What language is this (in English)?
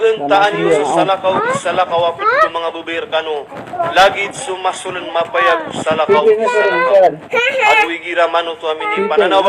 Maranao